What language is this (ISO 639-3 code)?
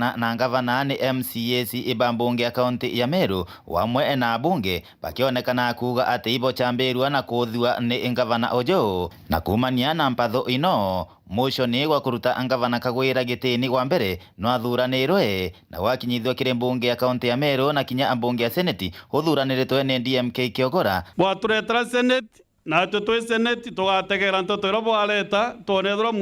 mer